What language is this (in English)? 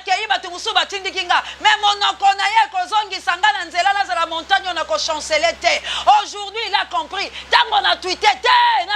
Lingala